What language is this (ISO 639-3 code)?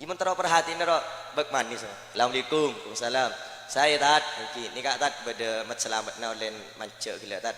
mad